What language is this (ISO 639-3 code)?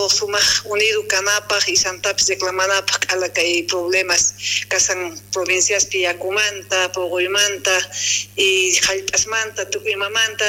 quh